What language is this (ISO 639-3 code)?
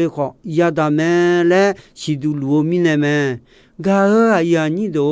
ahk